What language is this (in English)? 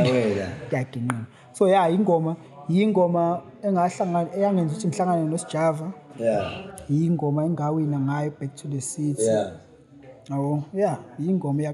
Zulu